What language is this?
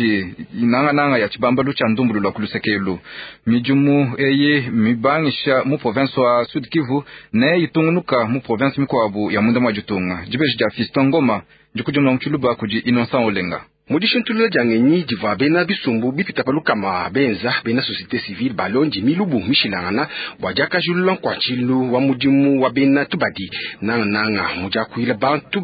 Luba-Lulua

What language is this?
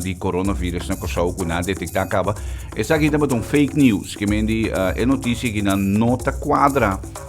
Papiamento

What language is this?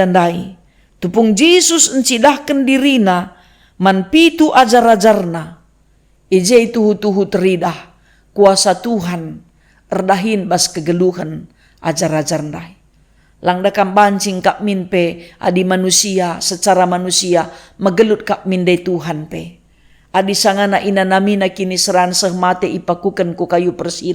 Batak Karo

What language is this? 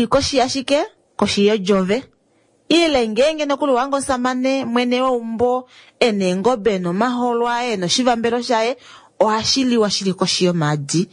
Kuanyama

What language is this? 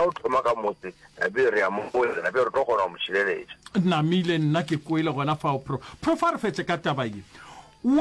Northern Sotho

